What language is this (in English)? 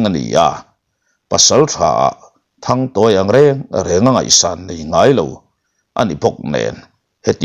Mizo